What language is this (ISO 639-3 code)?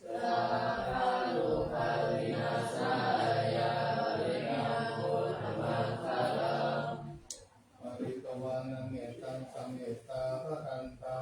pli